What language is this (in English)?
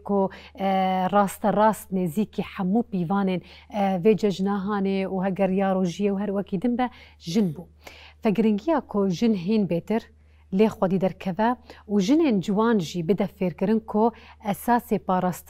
Kurdish